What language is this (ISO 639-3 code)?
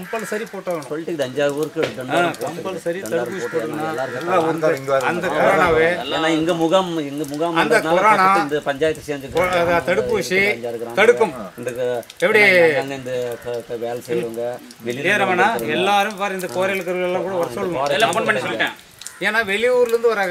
tam